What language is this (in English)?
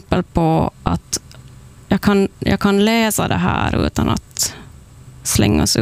Swedish